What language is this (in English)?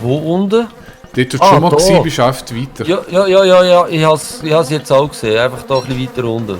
Swiss German